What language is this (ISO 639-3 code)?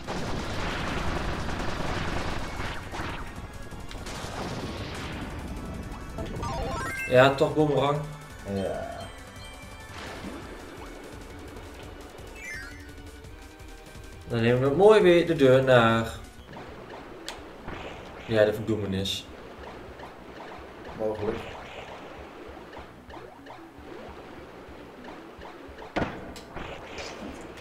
nld